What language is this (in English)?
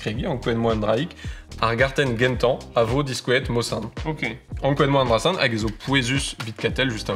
Breton